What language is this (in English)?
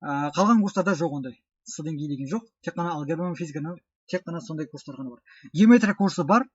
Kazakh